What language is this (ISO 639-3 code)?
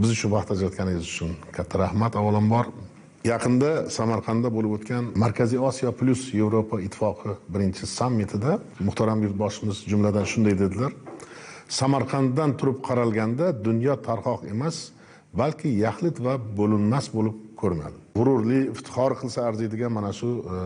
uzb